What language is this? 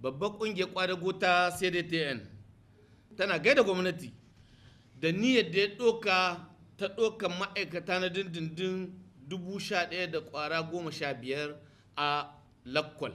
Hausa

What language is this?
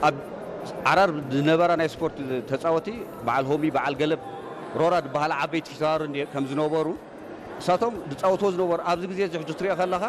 Tigrinya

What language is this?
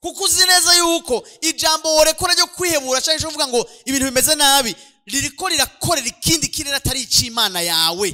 Rundi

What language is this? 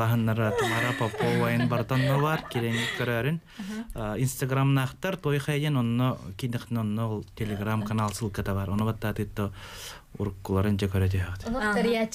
Yakut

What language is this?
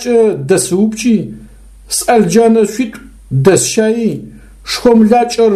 Adyghe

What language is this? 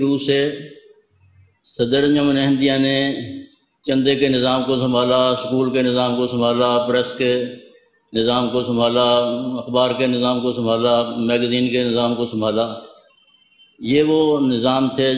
Urdu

